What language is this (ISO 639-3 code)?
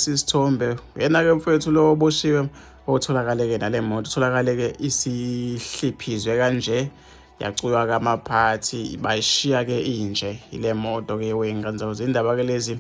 zul